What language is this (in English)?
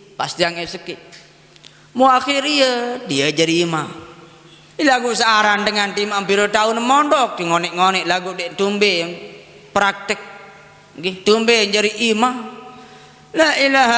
Sasak